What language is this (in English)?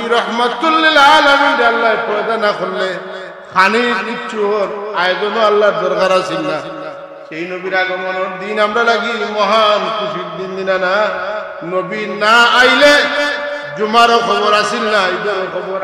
Sylheti